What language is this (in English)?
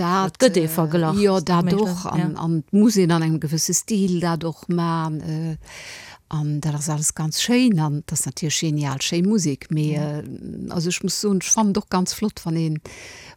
Luxembourgish